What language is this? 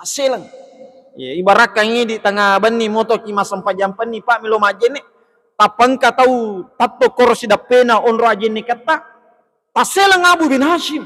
Buginese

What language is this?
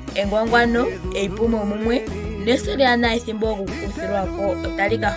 Ndonga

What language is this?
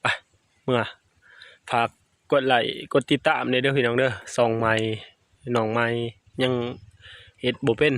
Northeastern Thai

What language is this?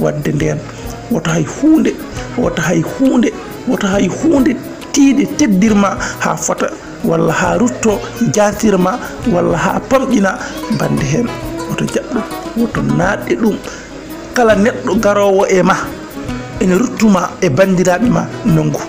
Fula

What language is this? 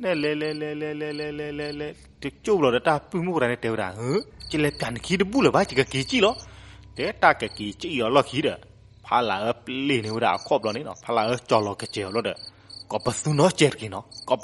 S'gaw Karen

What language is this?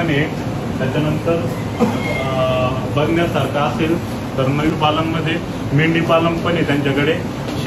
Marathi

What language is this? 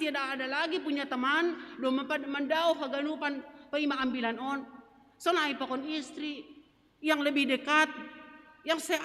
Batak Simalungun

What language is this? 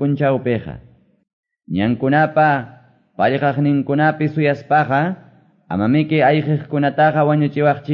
Quechua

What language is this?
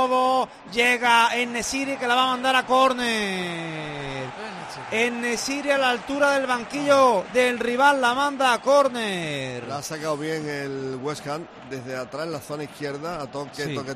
Spanish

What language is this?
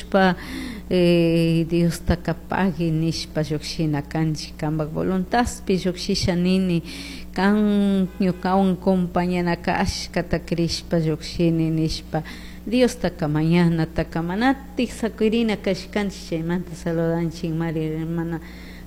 Chimborazo Highland Quichua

